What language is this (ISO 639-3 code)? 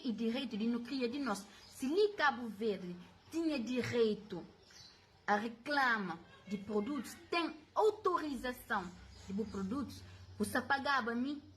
kea